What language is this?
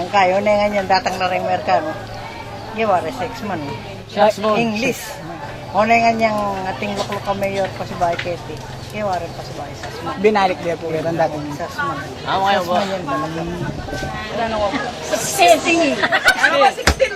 Pampanga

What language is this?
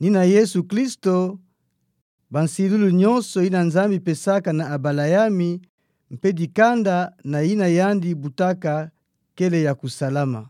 Kituba (Democratic Republic of Congo)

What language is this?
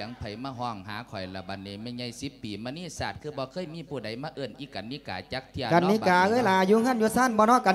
Lao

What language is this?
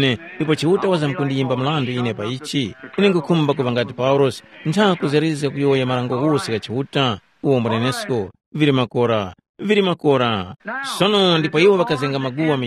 Tumbuka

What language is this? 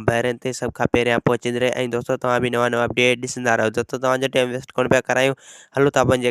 Sindhi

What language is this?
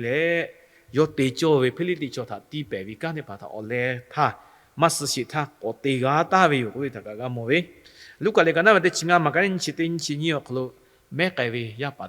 Lahu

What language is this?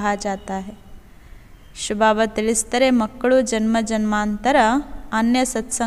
Kannada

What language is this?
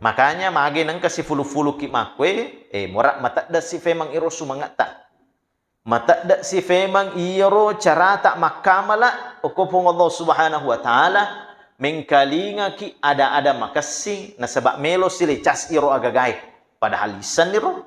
Buginese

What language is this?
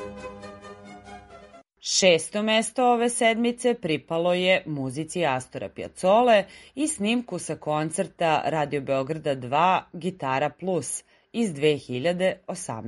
Serbian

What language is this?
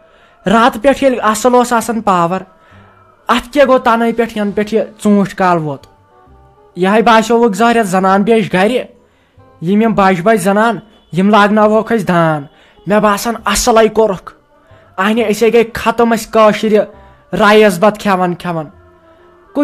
Kashmiri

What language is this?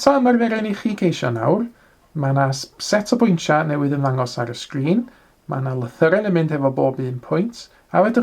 Welsh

